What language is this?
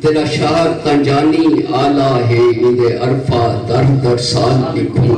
Saraiki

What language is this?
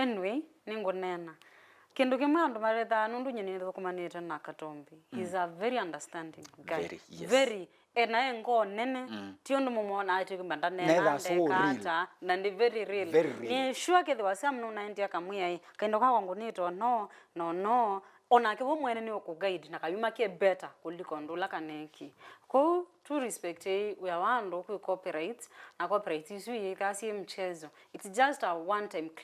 Kamba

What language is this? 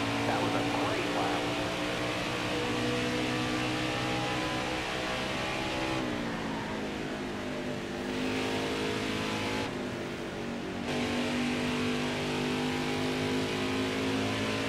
English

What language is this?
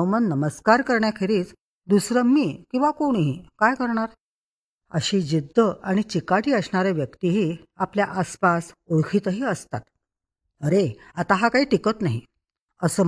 Marathi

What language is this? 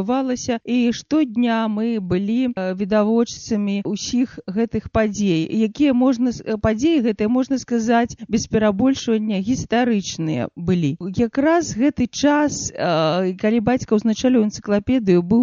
Belarusian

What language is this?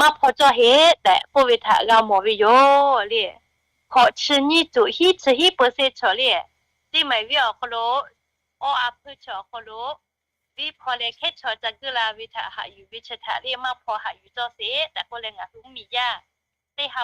Lahu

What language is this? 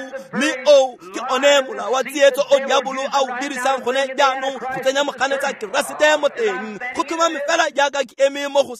Tswana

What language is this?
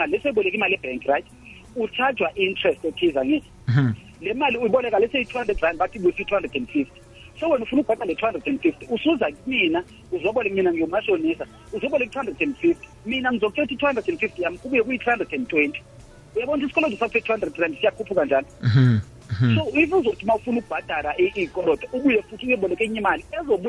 South Ndebele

